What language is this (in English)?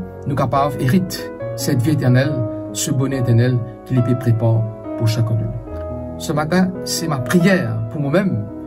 Morisyen